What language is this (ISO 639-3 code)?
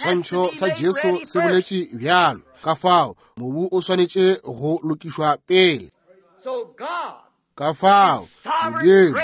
nso